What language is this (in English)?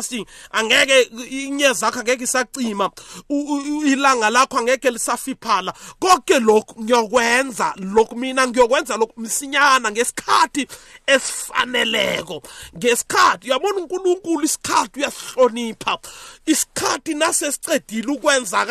South Ndebele